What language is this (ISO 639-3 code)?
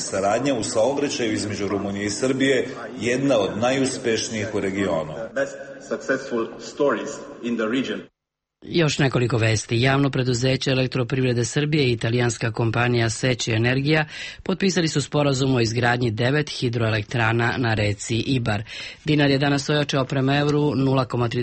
srp